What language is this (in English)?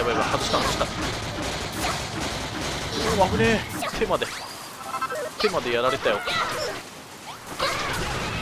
Japanese